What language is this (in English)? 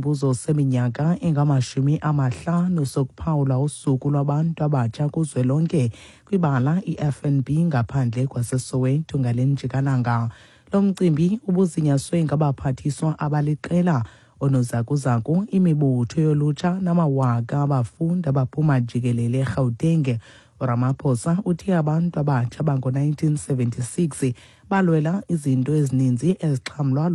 Xhosa